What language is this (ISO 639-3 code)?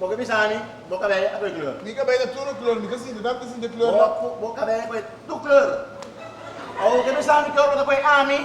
pap